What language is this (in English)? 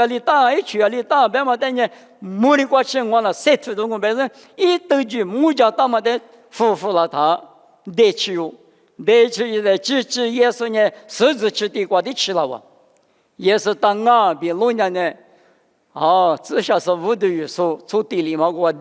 Lisu